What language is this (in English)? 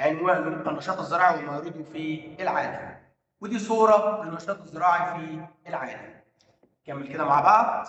Egyptian Arabic